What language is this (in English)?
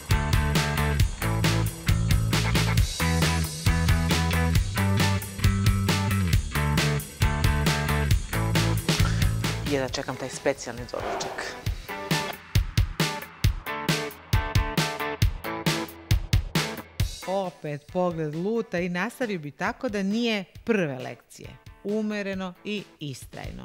Serbian